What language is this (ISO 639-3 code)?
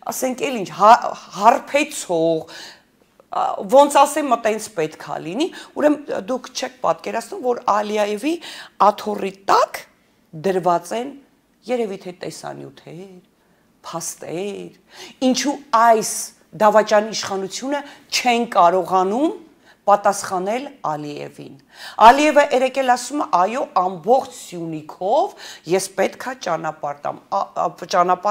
hye